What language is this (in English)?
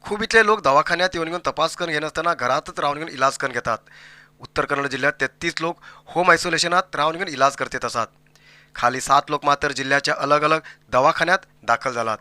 Konkani